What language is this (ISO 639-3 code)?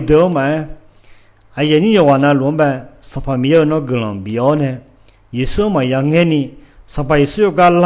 ahk